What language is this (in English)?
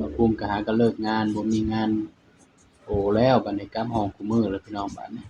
Northeastern Thai